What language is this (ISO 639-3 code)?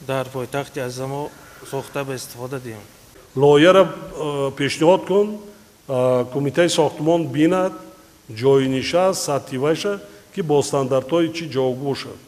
tgk